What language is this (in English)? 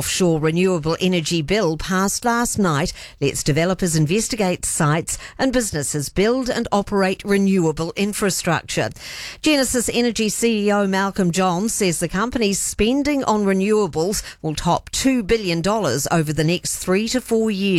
English